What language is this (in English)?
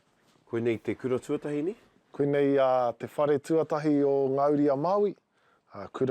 Māori